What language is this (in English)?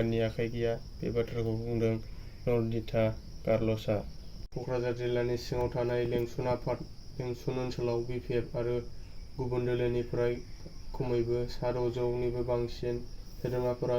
Bodo